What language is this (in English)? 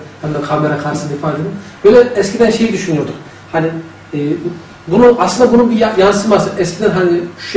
Turkish